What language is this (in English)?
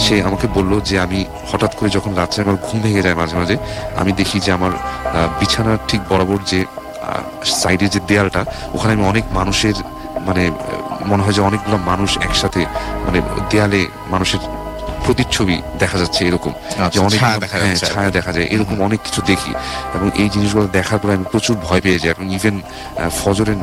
Bangla